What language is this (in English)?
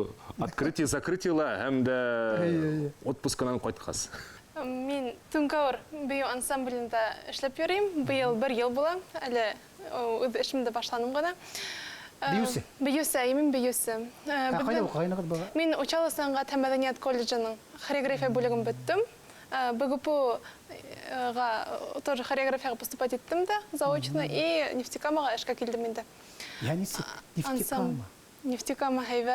Bashkir